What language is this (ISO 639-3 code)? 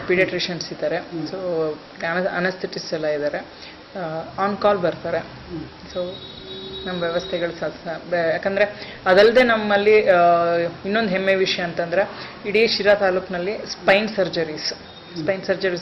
kan